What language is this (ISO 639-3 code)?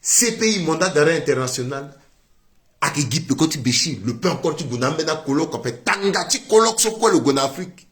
sag